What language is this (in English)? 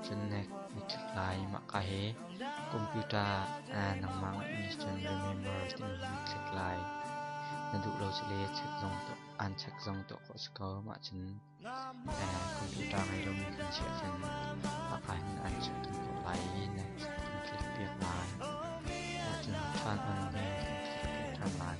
Hakha Chin